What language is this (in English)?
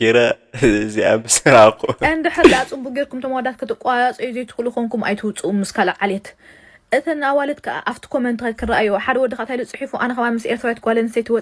Tigrinya